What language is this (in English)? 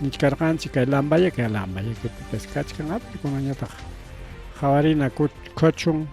Ayacucho Quechua